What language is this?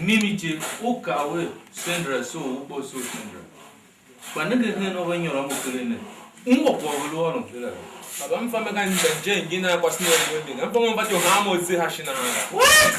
Tiv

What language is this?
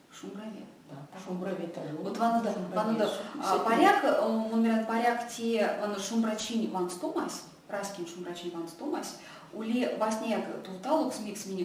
Erzya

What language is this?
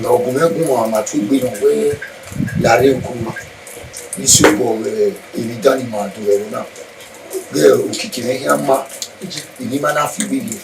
Bini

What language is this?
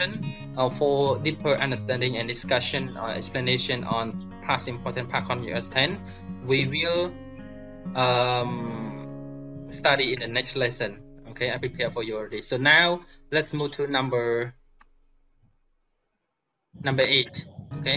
English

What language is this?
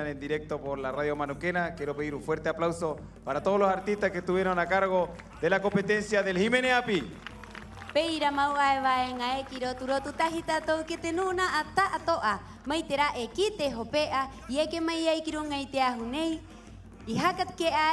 Rapanui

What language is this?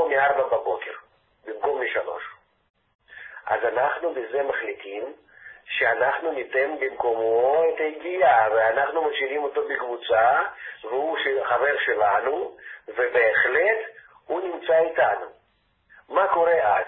Hebrew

